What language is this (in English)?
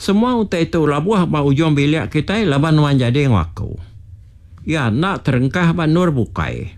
Iban